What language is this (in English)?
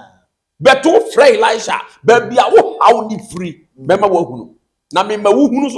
Akan